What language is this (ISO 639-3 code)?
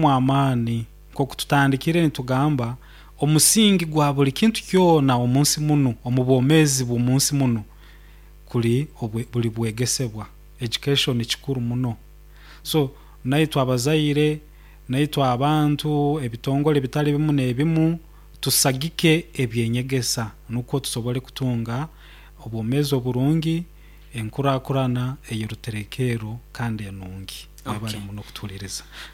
nyo